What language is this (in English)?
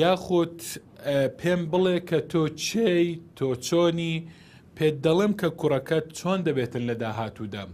Central Kurdish